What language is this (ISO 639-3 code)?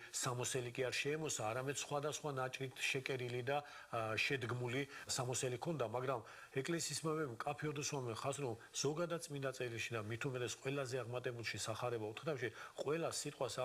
kat